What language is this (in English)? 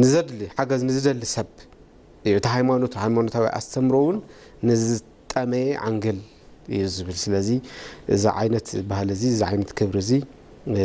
Tigrinya